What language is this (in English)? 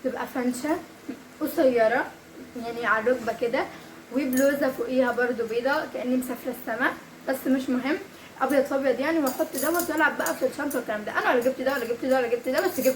Egyptian Arabic